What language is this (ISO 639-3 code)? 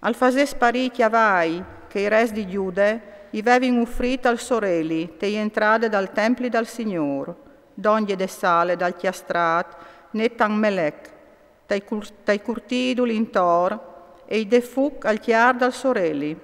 fur